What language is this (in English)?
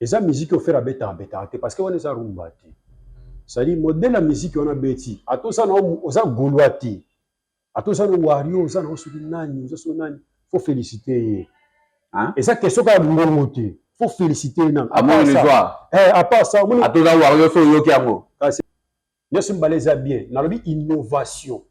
Lingala